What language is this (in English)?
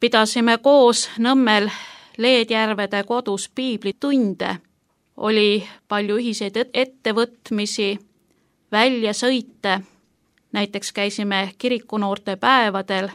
Estonian